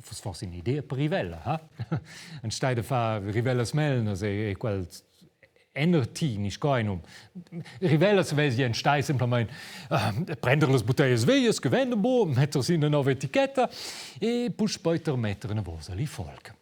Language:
Romansh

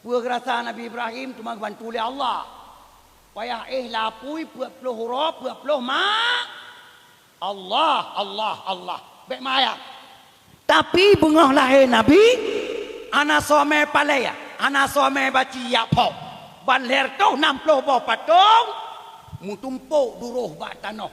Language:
Achinese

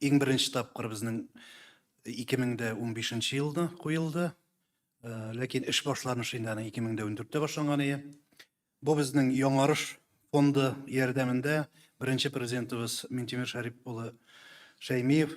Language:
Tatar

